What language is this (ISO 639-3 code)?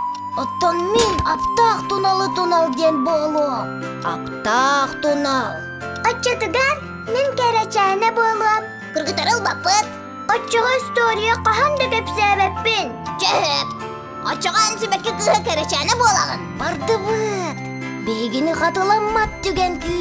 sah